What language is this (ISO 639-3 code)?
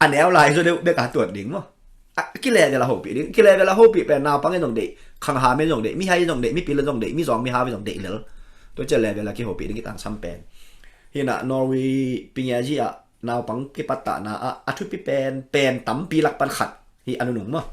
ctd